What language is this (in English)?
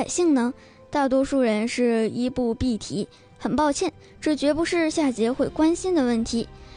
Chinese